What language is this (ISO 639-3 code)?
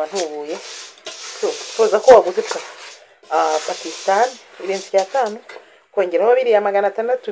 kin